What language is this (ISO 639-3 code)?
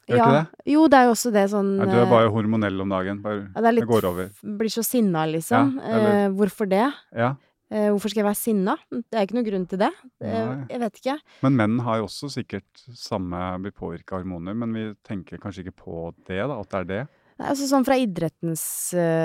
nor